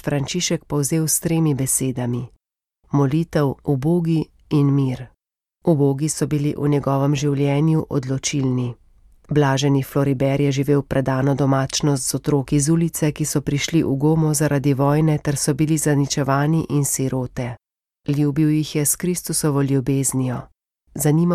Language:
Slovenian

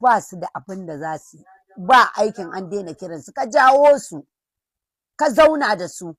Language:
Hausa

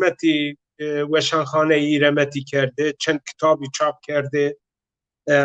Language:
Zaza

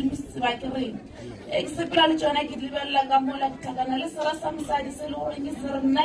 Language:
Northern Sotho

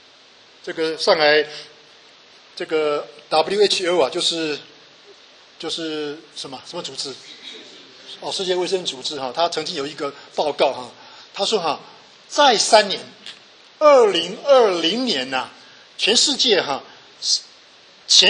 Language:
Chinese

